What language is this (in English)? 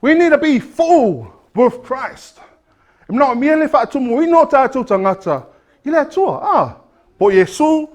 Samoan